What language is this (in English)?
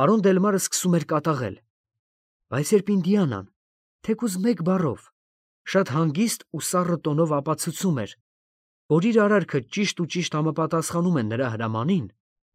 Armenian